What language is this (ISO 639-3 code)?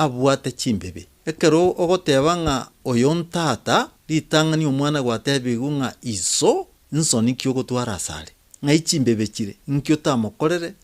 guz